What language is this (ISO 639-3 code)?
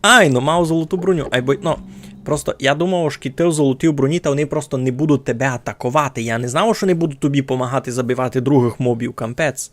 rue